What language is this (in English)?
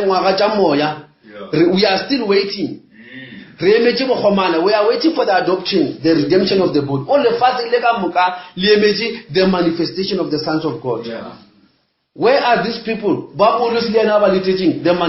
Northern Sotho